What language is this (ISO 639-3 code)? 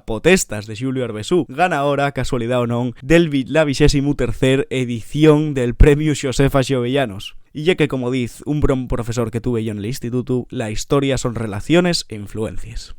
ast